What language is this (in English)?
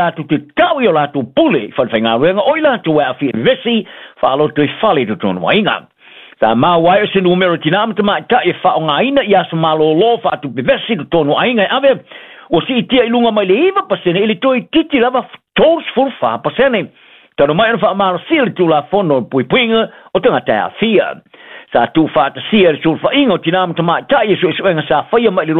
Samoan